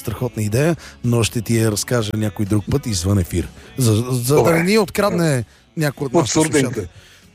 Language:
Bulgarian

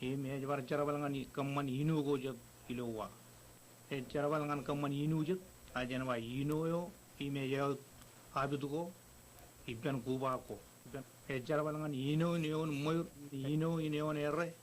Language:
Marshallese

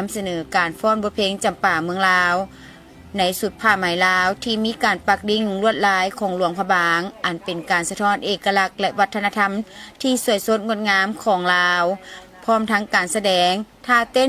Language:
Lao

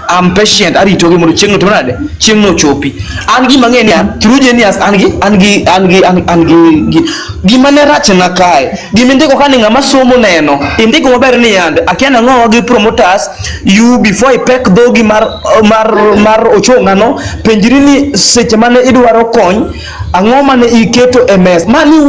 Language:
Luo (Kenya and Tanzania)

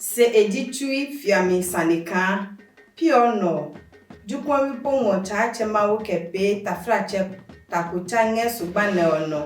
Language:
Adangme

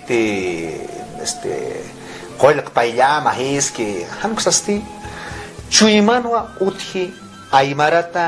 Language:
Aymara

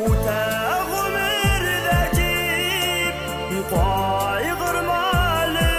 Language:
Bashkir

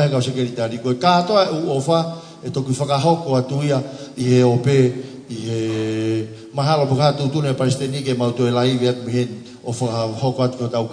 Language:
Tongan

